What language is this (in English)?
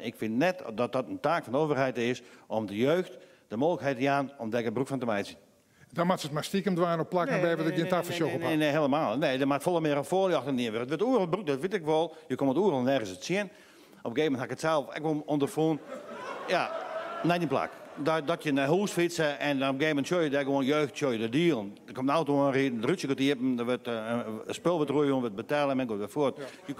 Western Frisian